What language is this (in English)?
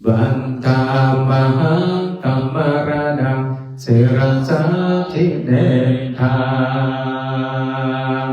Pali